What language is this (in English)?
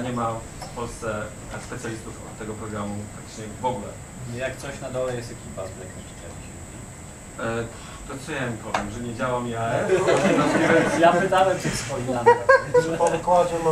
Polish